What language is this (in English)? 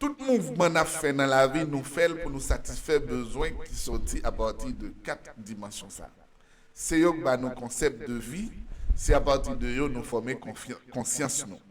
Haitian Creole